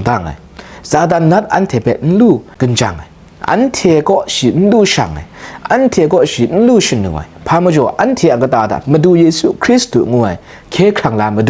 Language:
Kachin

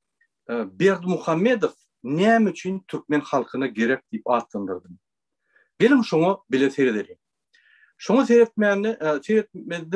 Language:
Turkmen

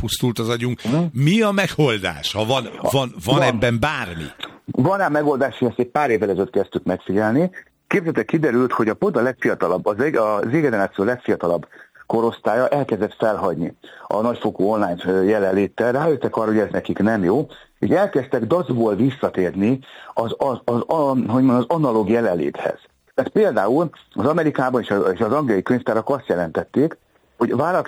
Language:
Hungarian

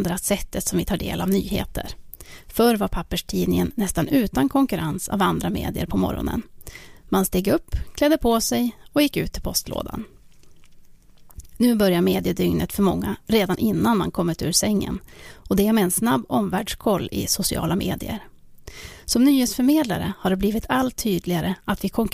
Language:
Swedish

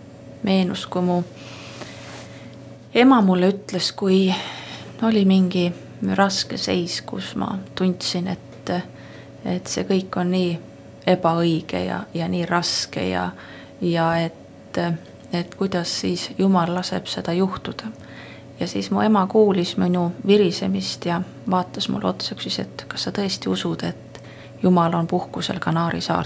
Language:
Estonian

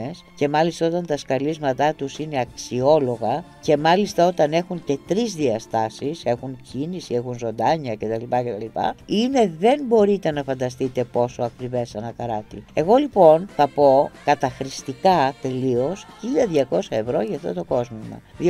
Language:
Greek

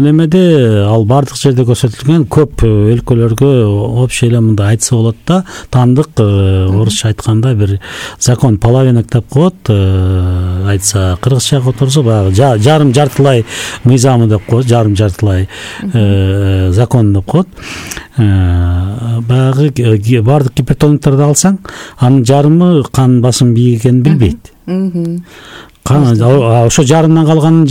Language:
Kyrgyz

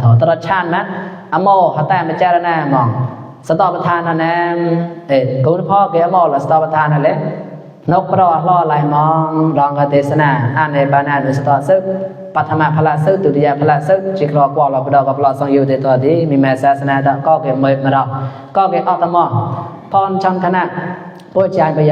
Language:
Mon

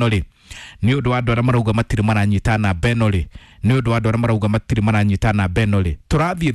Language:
Kikuyu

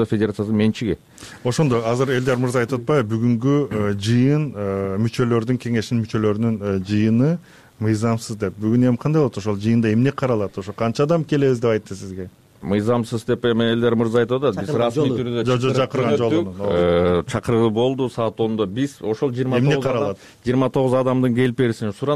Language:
Kyrgyz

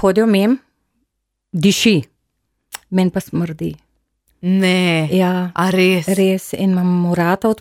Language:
Slovenian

